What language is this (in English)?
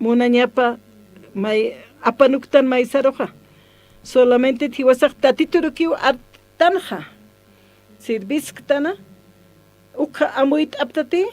Aymara